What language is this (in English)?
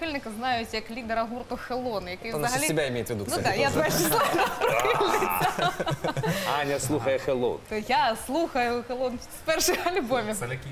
Ukrainian